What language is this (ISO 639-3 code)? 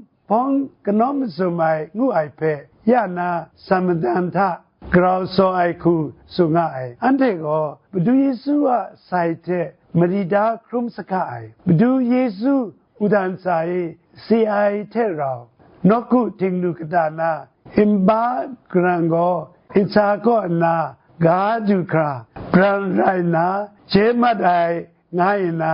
kac